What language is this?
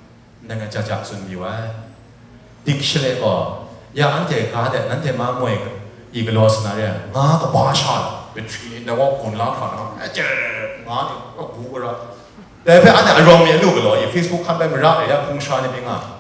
Kachin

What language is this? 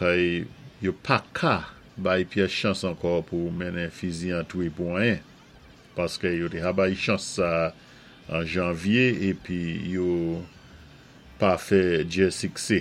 Saint Lucian Creole French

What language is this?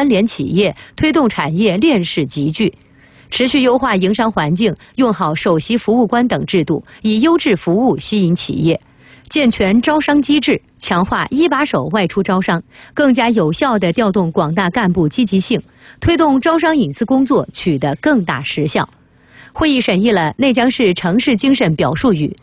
Chinese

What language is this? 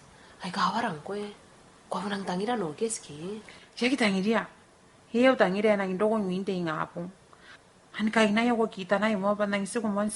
Gilbertese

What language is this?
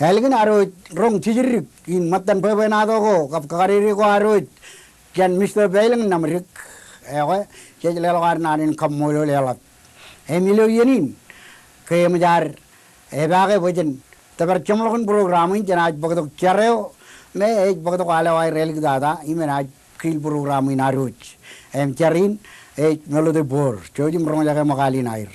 Marshallese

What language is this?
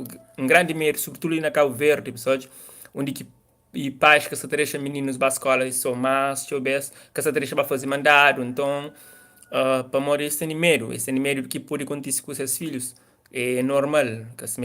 Kabuverdianu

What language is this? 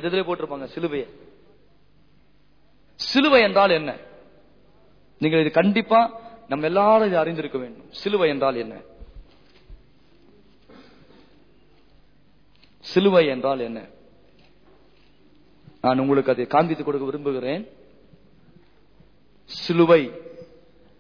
Tamil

